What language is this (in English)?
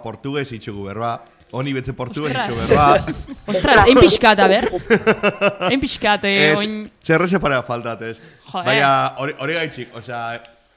Basque